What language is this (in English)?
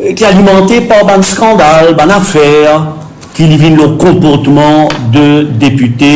Morisyen